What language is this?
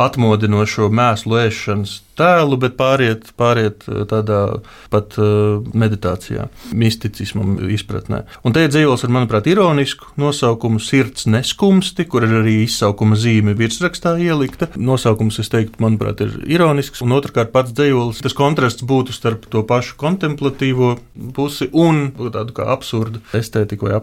Latvian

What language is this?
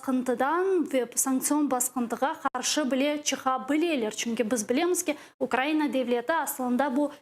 Crimean Tatar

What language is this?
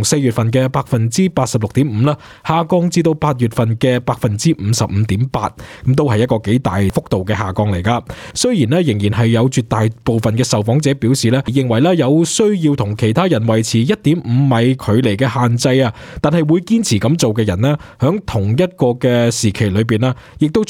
Cantonese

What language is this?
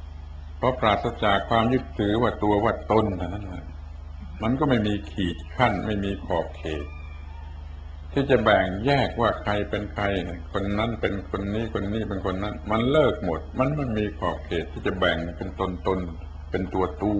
Thai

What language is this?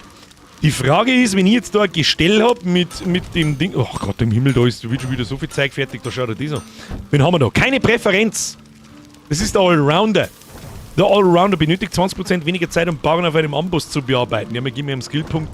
Bavarian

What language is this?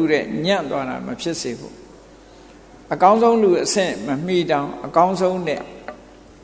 Burmese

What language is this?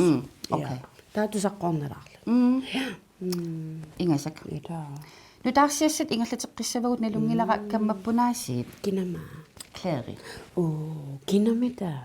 Kalaallisut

